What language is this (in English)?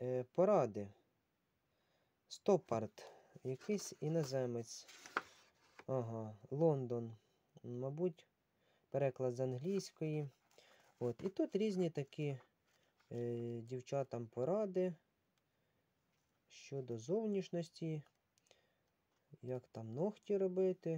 Ukrainian